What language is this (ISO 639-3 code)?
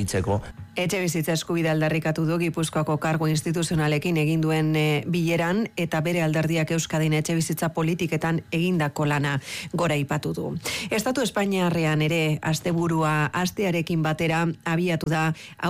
eus